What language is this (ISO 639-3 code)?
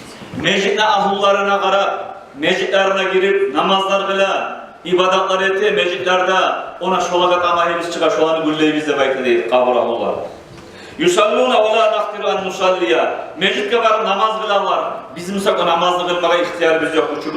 kum